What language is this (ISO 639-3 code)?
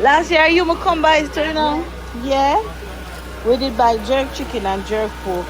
jam